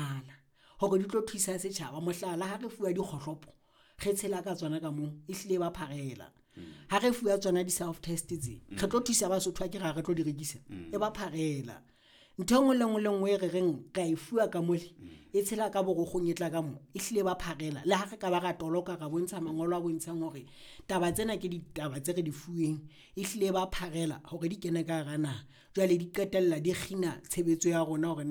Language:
Southern Sotho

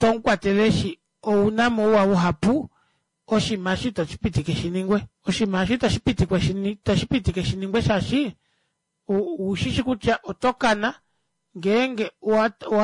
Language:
Kuanyama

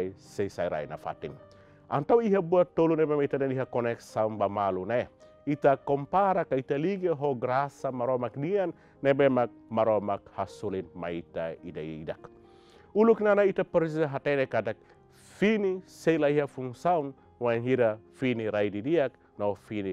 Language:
Tetum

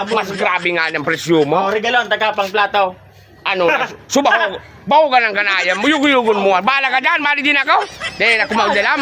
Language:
Bikol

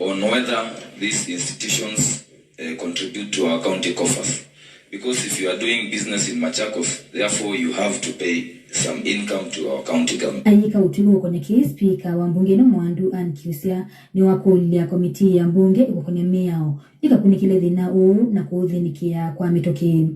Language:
Kamba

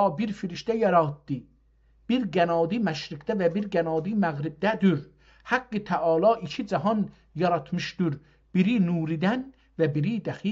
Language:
South Azerbaijani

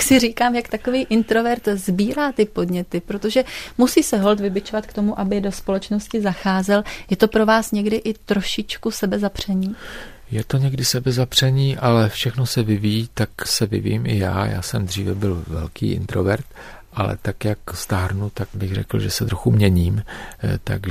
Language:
Czech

